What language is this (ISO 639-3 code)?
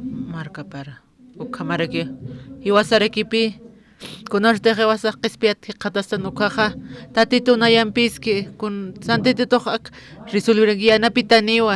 aym